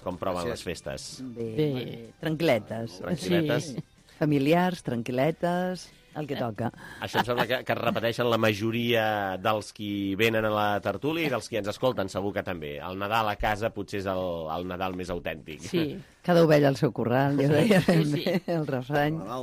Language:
Catalan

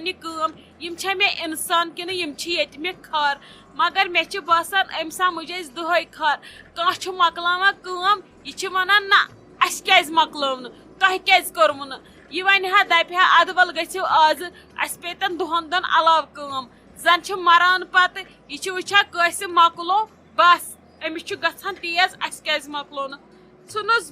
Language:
Kashmiri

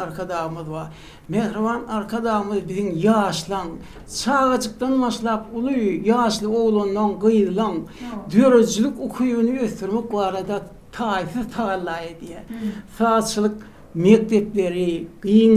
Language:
Turkmen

